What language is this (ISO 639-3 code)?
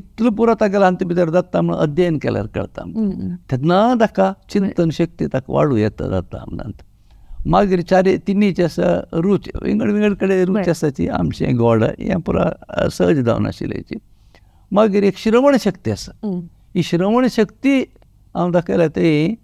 kok